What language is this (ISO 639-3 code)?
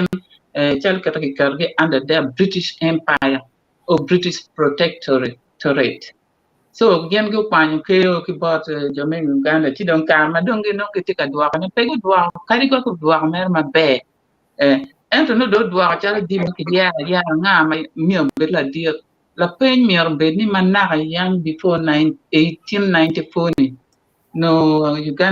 ach